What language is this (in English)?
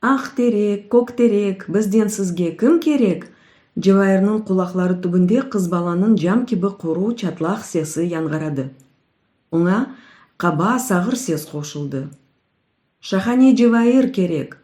Crimean Tatar